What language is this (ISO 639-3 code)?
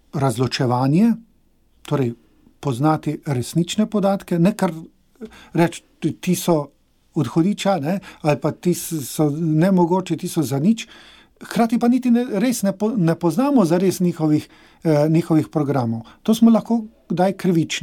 slv